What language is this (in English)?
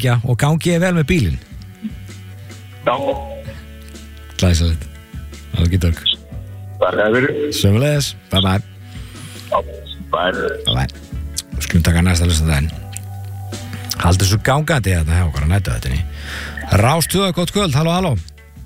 Icelandic